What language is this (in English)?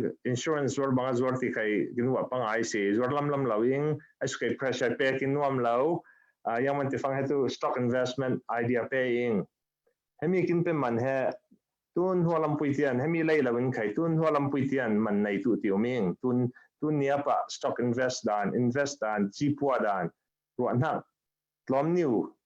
Falam Chin